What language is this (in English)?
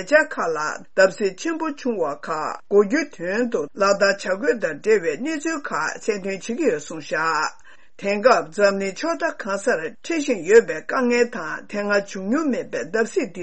Tibetan